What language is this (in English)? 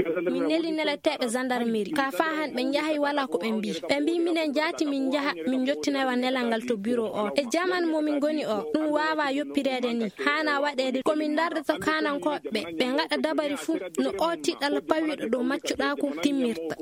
Maasina Fulfulde